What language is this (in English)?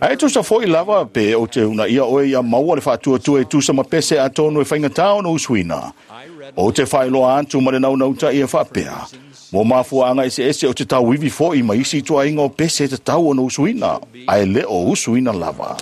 Samoan